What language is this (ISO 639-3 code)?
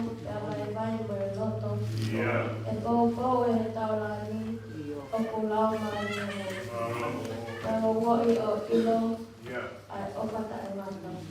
ton